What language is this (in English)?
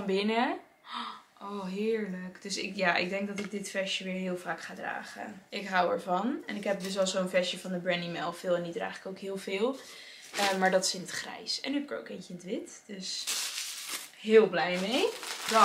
Dutch